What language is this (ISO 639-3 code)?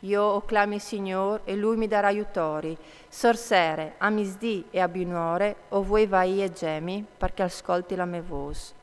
fur